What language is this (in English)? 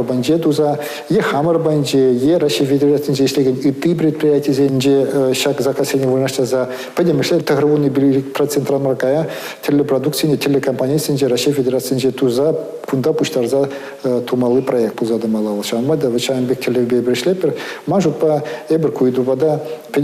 Chuvash